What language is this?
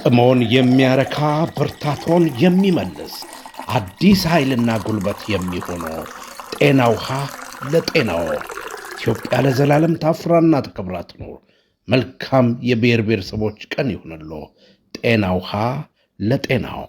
Amharic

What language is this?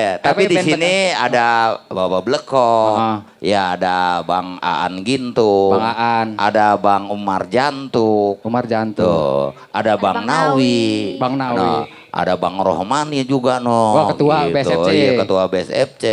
Betawi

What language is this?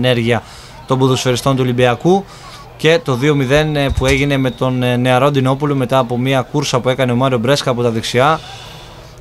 Greek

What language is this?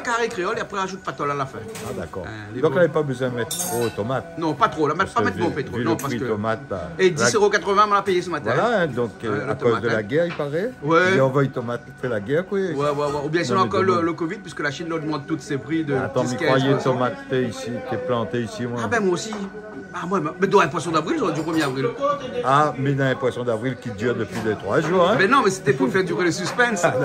Réunion Creole French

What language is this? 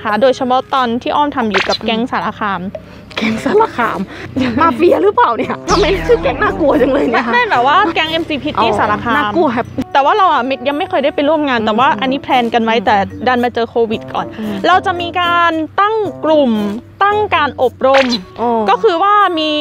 Thai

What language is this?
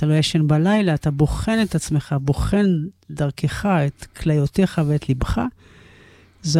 Hebrew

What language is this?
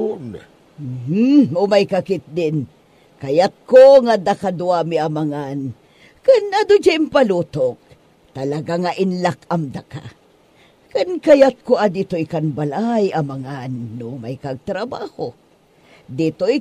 Iloko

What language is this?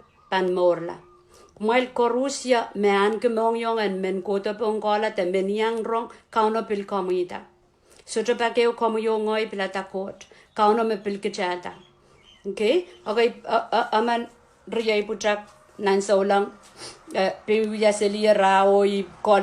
Pohnpeian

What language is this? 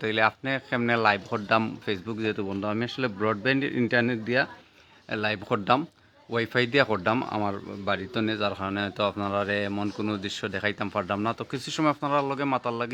Sylheti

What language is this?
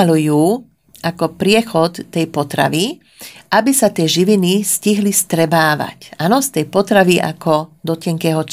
Slovak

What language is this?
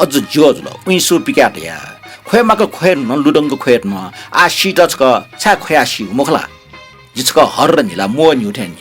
Newari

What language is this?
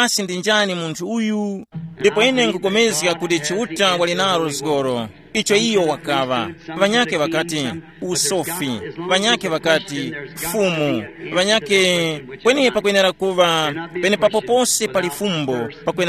Tumbuka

